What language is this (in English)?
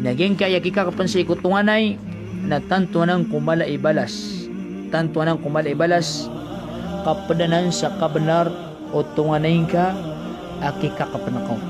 Maranao